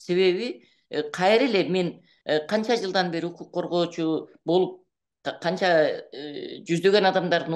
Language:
Kyrgyz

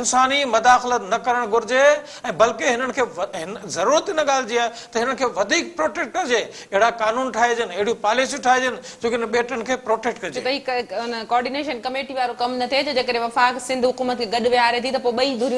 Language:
Sindhi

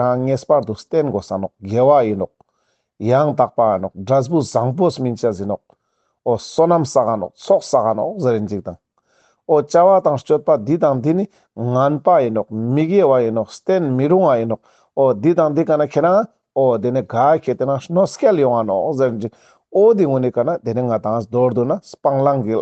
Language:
Ladakhi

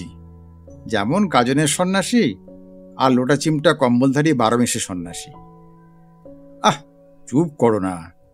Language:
Bangla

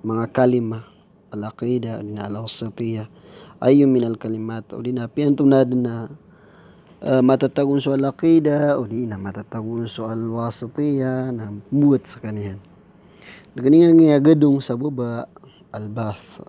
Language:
Maranao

